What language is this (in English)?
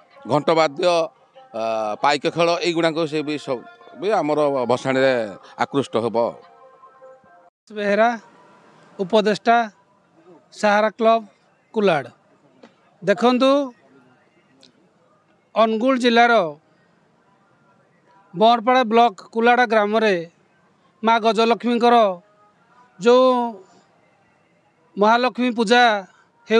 Odia